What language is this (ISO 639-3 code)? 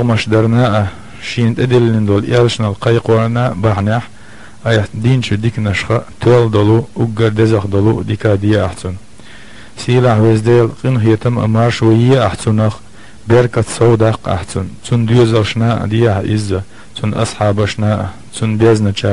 che